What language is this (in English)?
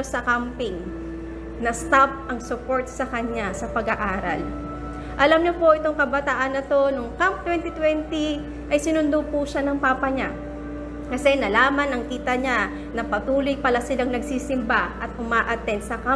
Filipino